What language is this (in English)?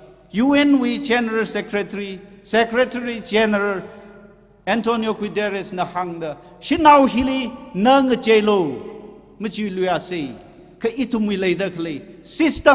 Tangkhul Naga (India)